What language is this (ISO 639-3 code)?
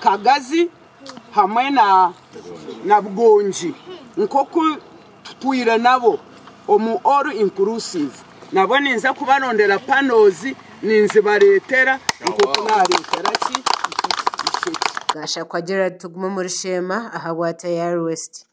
nyn